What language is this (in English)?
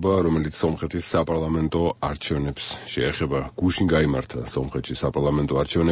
Georgian